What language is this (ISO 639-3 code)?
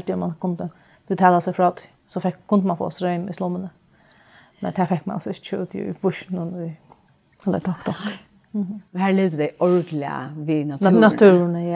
fao